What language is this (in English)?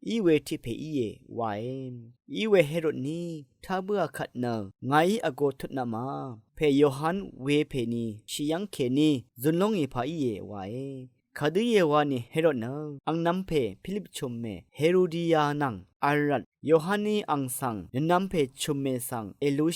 Rawang